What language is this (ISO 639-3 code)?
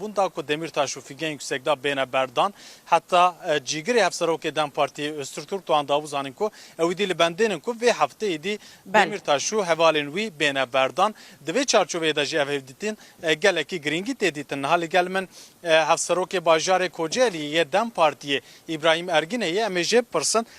kur